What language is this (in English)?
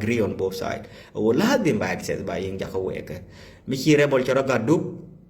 Nuer